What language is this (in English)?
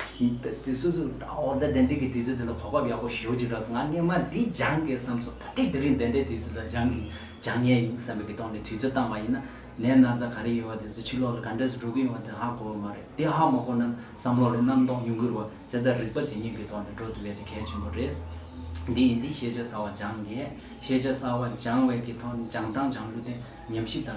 Tibetan